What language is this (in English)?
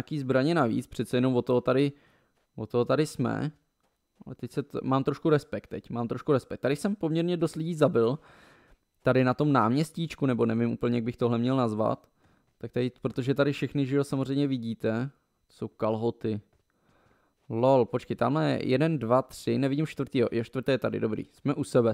Czech